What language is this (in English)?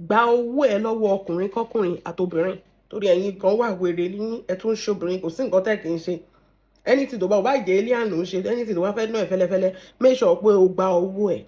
Yoruba